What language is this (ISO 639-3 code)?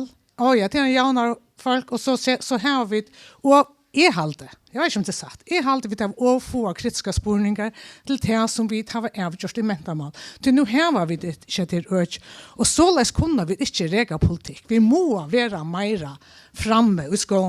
fao